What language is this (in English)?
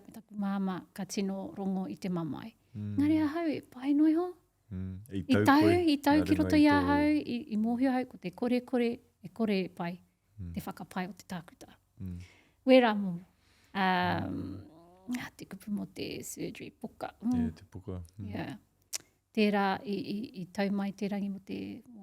Māori